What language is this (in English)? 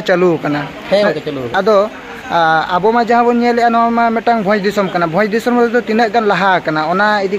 Santali